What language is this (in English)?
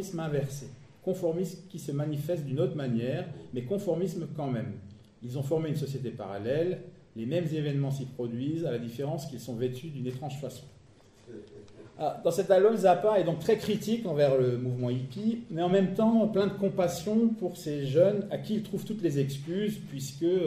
French